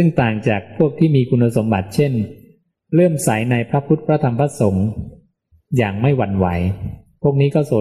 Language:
Thai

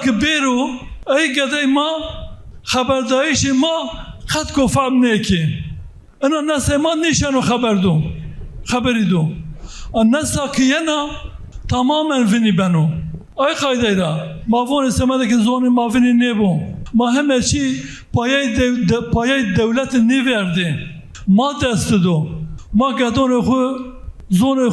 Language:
Zaza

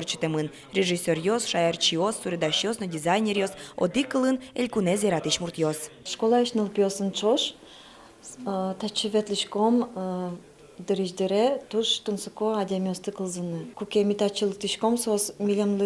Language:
Udmurt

